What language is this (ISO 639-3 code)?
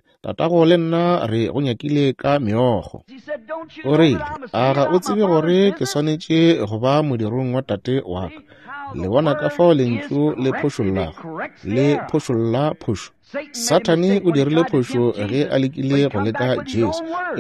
nso